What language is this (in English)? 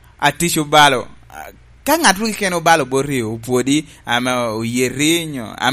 Lango (Uganda)